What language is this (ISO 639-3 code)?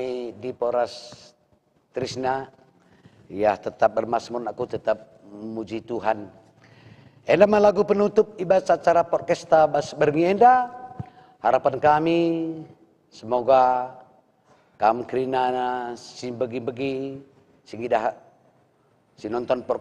btx